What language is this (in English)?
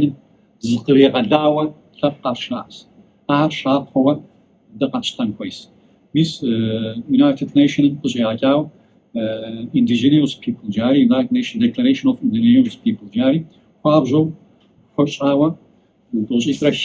Kabardian